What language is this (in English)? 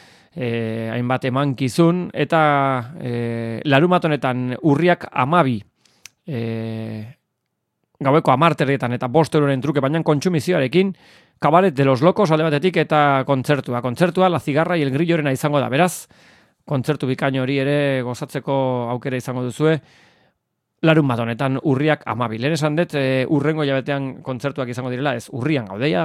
Basque